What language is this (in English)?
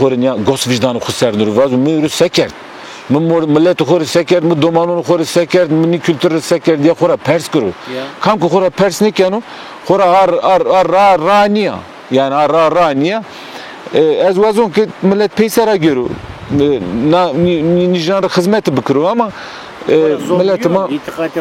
Zaza